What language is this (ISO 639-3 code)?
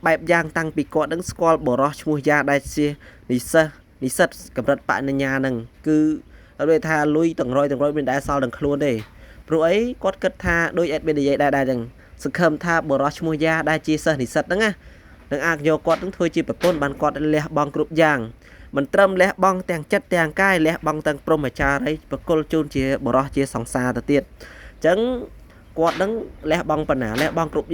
khm